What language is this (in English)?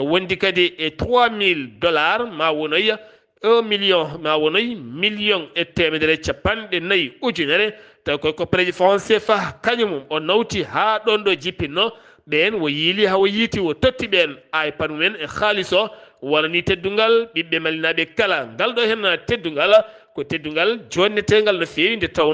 Fula